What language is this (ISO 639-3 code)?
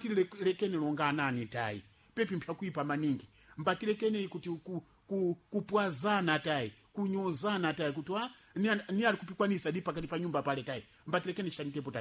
seh